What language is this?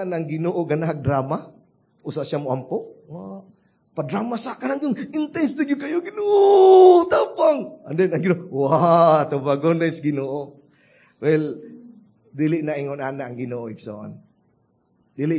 Cebuano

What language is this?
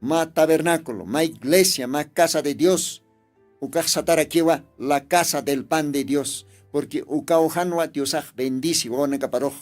Aymara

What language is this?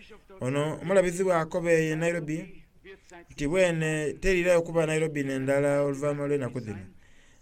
Soga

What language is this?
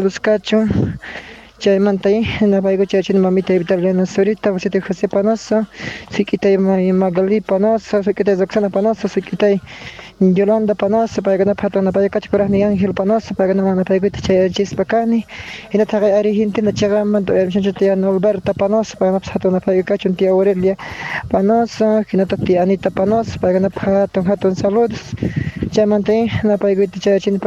South Bolivian Quechua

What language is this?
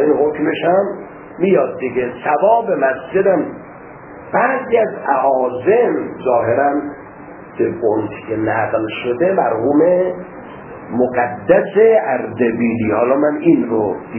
Persian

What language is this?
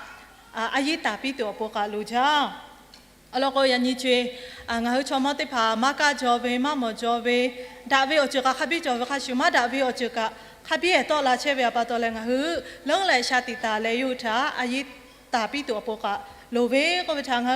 Lahu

